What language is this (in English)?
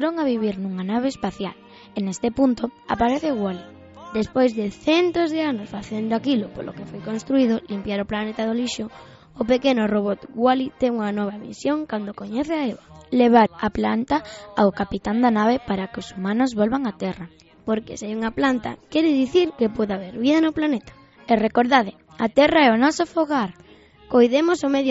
Galician